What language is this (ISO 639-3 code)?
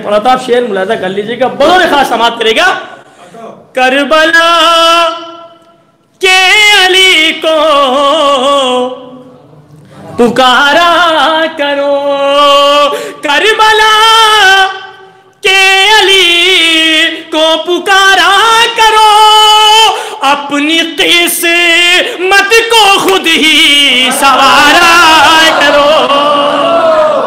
urd